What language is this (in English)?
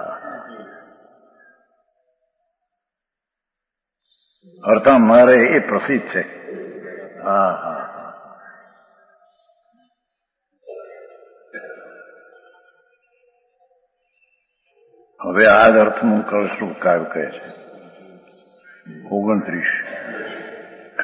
Gujarati